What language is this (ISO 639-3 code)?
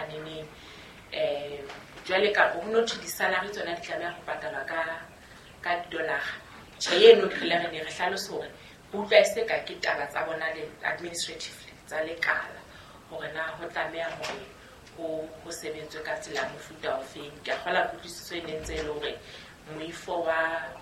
sot